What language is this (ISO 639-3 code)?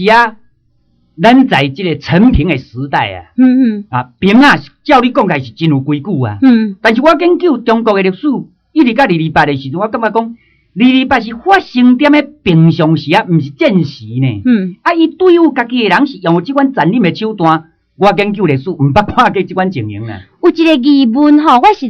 nan